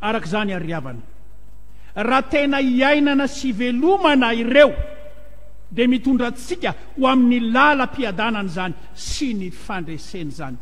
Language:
Malagasy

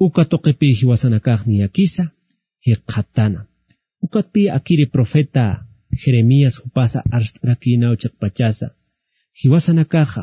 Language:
Aymara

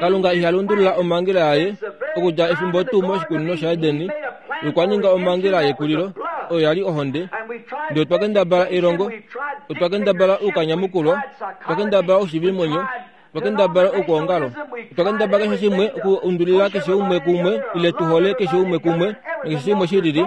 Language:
Kuanyama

